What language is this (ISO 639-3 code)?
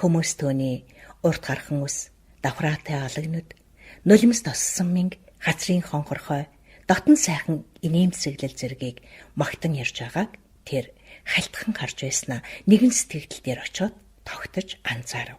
mon